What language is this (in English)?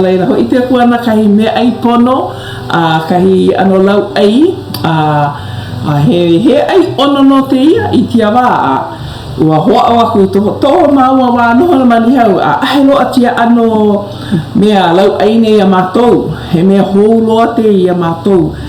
Hawaiian